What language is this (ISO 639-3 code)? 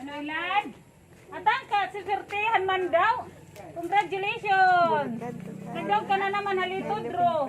war